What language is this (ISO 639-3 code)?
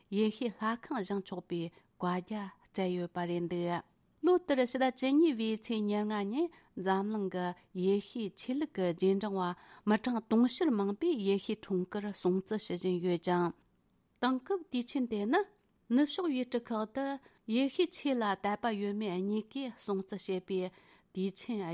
bod